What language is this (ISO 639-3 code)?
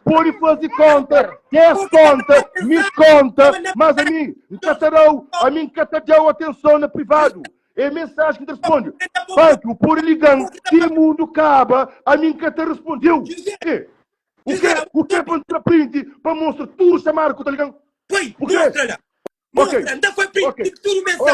kea